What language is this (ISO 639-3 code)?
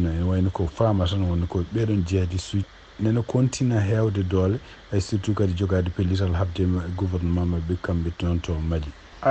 ful